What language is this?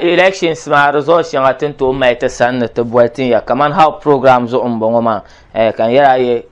Dagbani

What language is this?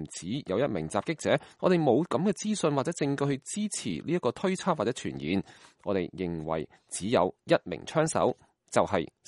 Cantonese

